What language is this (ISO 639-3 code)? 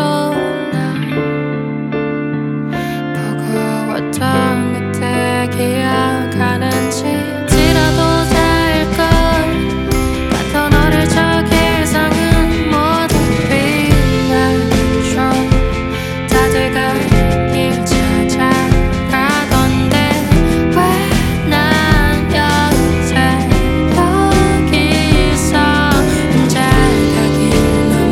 kor